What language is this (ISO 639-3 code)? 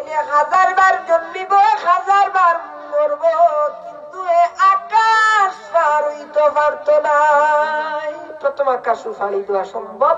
syl